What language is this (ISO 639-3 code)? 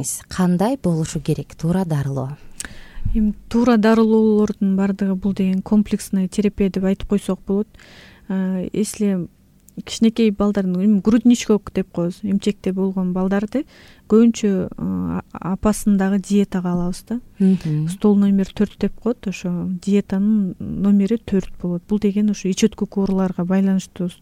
kir